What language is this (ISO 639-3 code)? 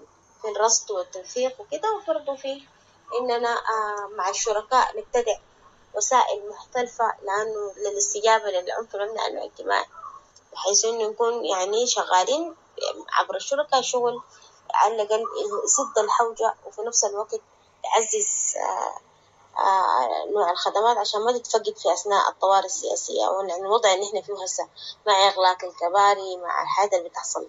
apd